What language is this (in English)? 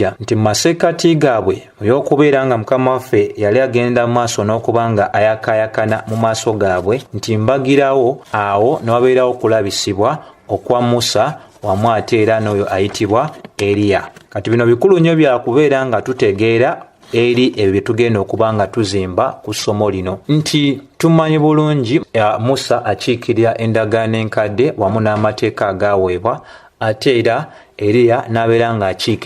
Ganda